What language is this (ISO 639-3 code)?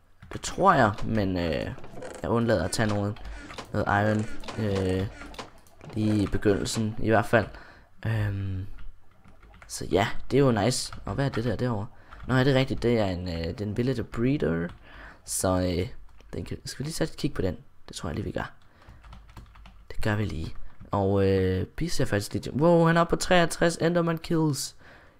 dan